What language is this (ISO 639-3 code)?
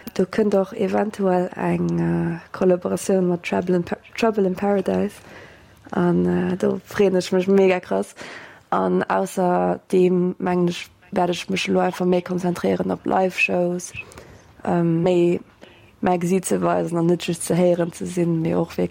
ltz